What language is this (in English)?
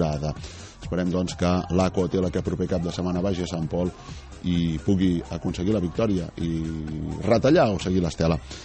Catalan